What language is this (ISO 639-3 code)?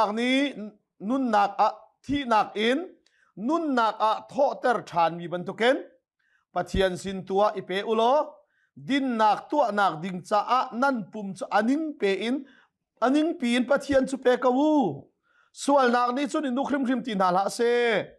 cnh